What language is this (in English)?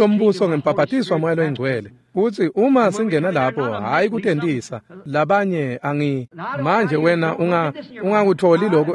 Swati